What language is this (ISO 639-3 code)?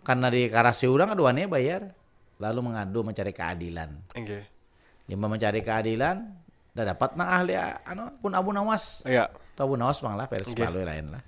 bjn